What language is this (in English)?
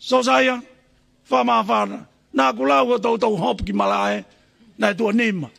Tongan